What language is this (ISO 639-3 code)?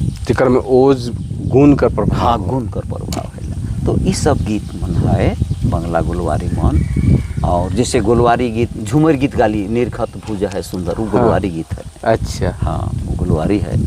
sck